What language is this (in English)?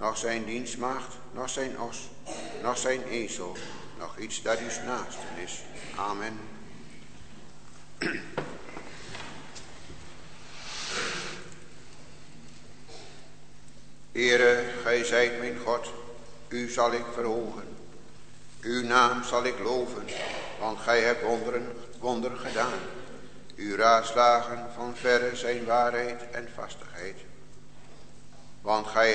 Dutch